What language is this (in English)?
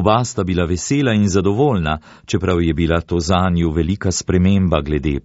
Slovenian